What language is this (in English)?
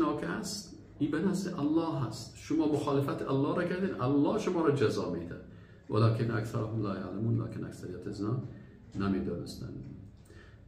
Persian